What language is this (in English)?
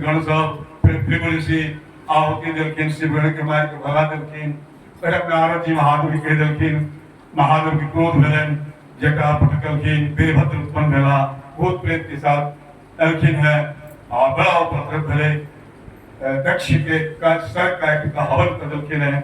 Maithili